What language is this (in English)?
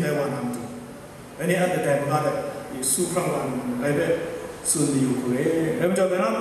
Kachin